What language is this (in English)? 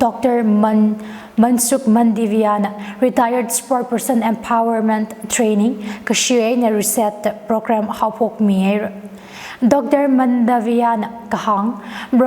Tangkhul Naga (India)